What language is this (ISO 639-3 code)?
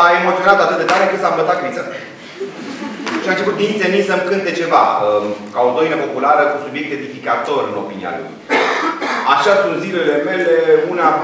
ron